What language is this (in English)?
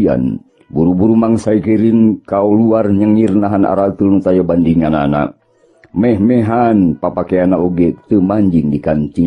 Sundanese